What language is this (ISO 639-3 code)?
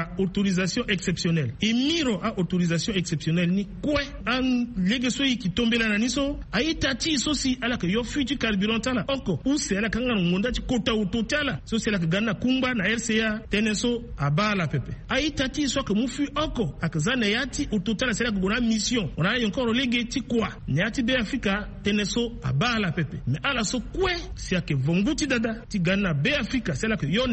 sag